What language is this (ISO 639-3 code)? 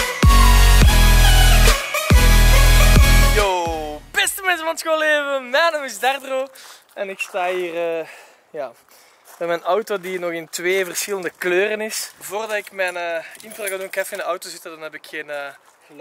nld